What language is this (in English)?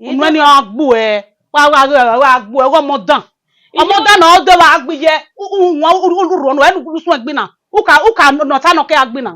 Bini